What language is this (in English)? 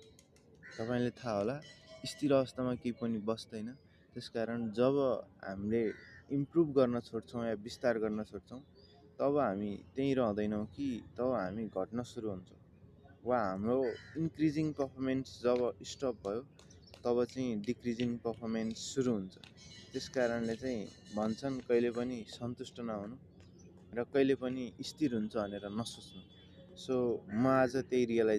Nepali